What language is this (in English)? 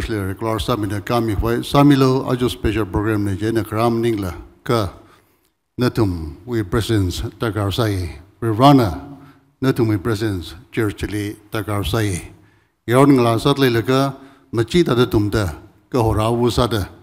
Tangkhul Naga (India)